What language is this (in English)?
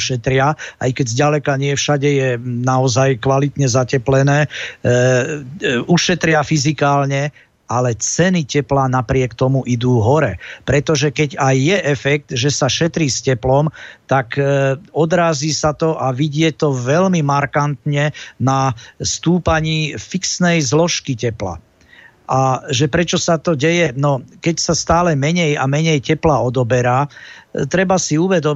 Slovak